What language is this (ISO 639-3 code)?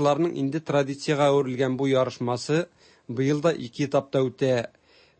tat